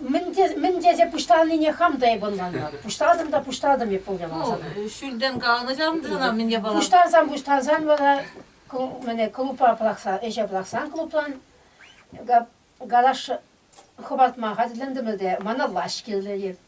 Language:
Chuvash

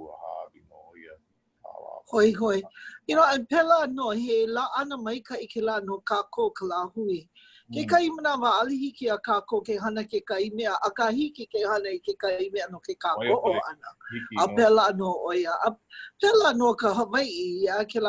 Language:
Hawaiian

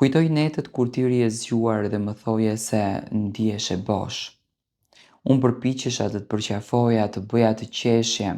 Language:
Albanian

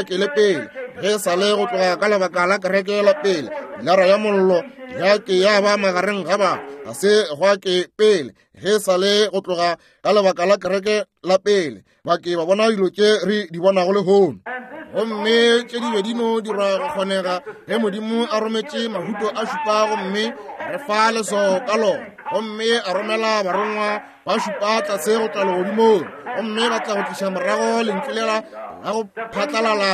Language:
Northern Sotho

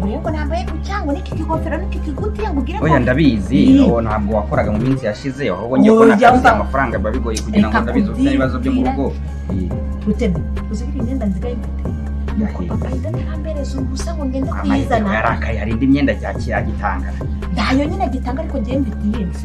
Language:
Kinyarwanda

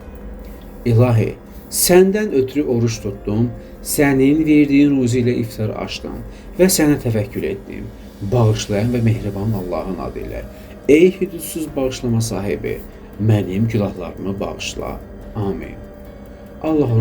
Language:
Azerbaijani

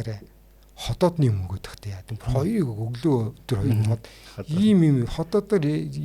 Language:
Mongolian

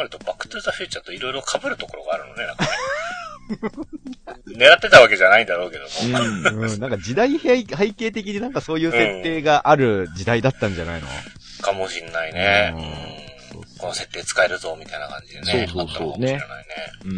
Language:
Japanese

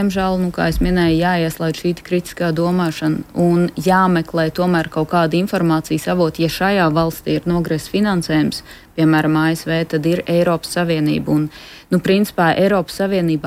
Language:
Latvian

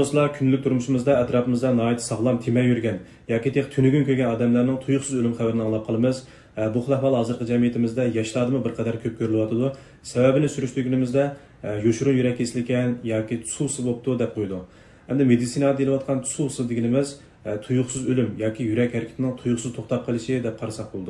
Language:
Uyghur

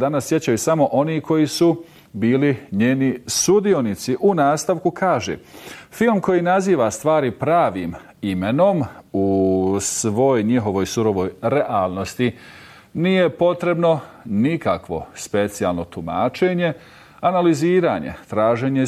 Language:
Bosnian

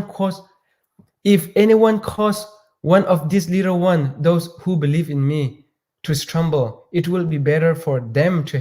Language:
Hakha Chin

